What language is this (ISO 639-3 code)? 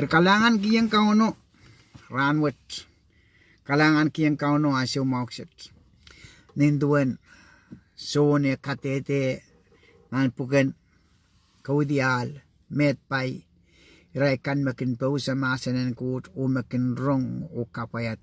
pon